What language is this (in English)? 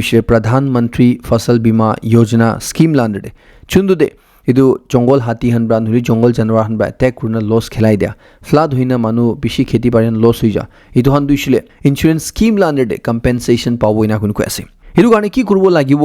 Naga Pidgin